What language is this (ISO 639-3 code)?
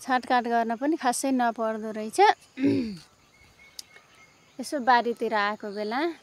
nep